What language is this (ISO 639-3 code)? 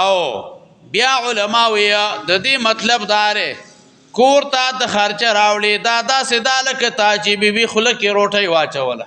pus